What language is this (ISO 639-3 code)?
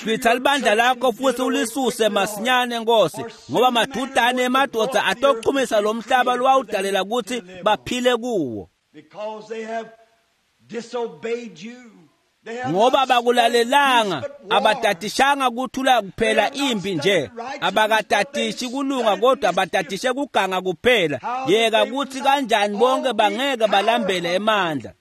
ssw